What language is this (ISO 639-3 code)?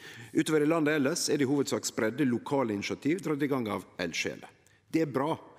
nor